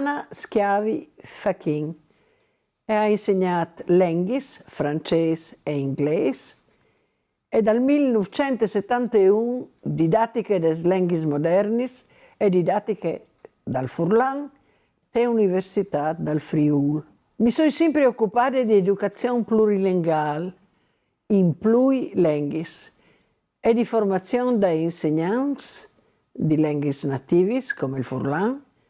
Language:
Friulian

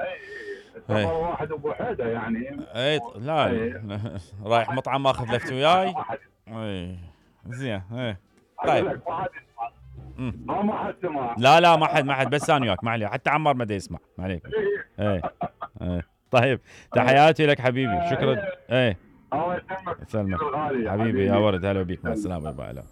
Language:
Mesopotamian Arabic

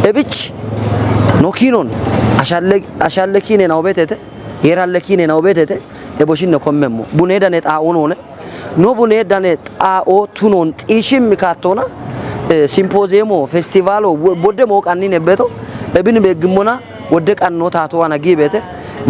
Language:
Kafa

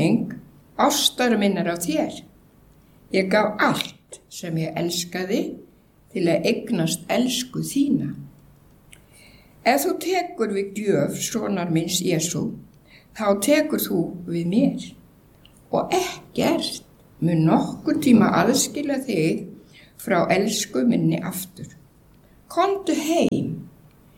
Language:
Icelandic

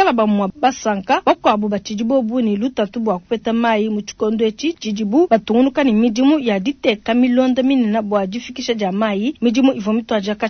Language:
Luba-Lulua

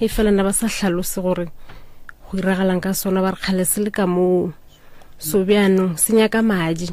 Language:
Northern Sotho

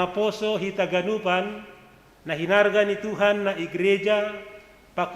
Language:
Batak Simalungun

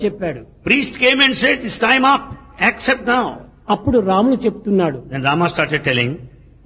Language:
Telugu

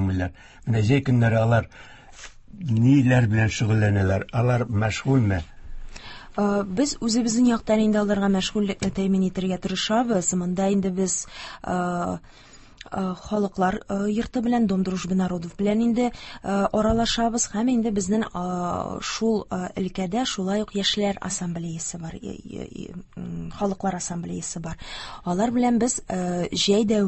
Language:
Tatar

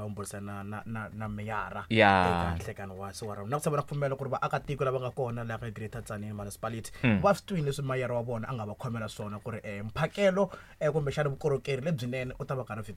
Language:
Tsonga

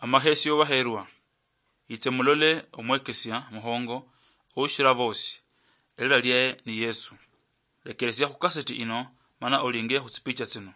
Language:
Luyia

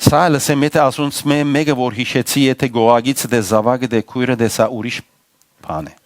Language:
Western Armenian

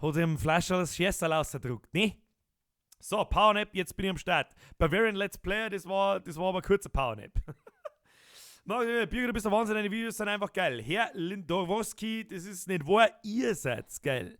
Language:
Bavarian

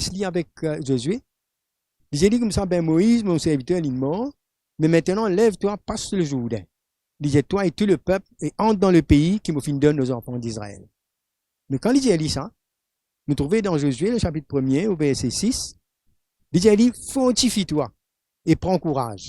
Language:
Morisyen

